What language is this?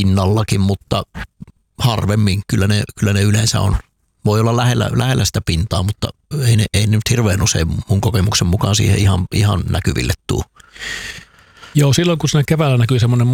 Finnish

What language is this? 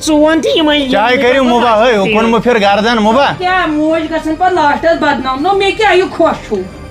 Kashmiri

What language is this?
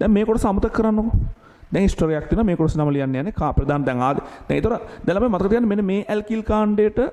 Sinhala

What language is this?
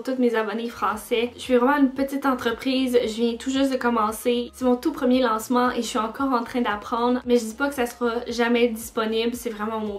French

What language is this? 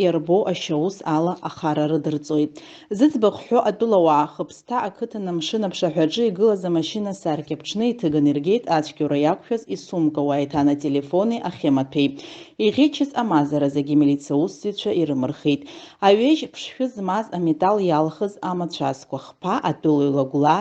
Abkhazian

